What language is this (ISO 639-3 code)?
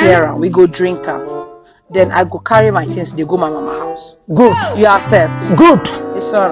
pcm